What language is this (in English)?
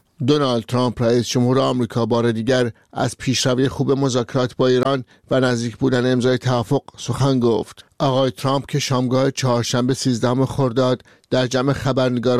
Persian